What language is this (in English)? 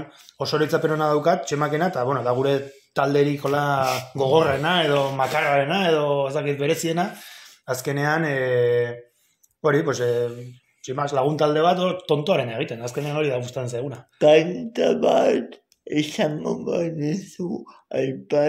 Basque